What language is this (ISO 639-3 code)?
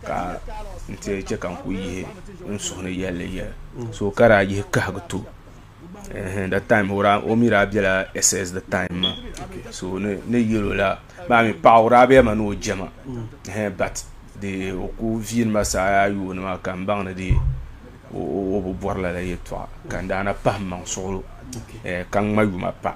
dag